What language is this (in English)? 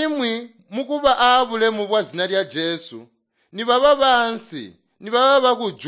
Tonga (Zambia)